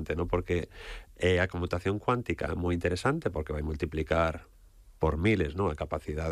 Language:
Galician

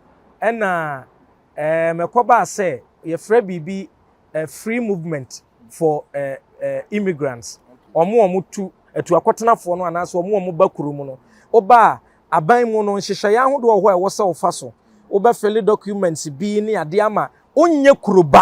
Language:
Akan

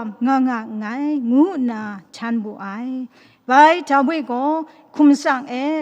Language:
Kachin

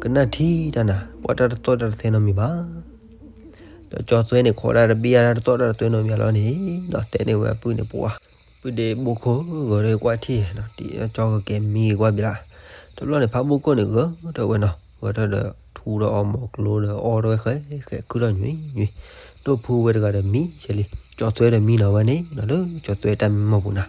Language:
S'gaw Karen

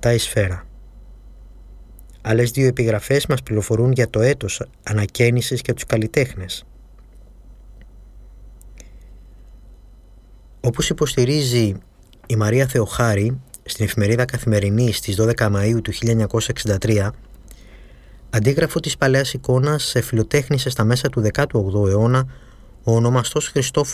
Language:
Greek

